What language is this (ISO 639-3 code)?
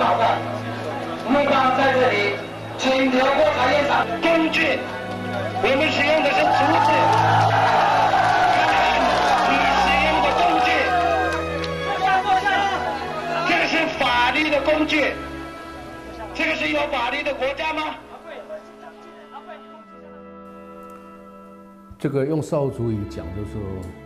zho